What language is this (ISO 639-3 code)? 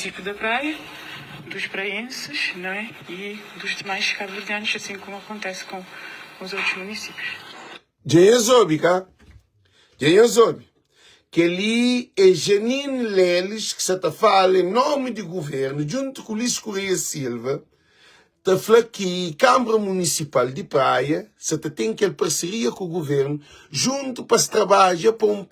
kea